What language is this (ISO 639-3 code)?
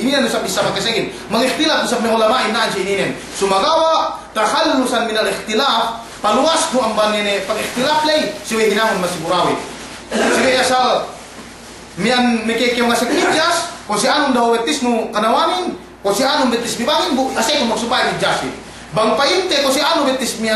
yka